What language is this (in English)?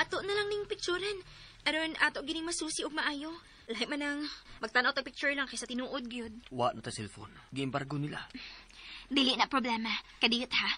Cebuano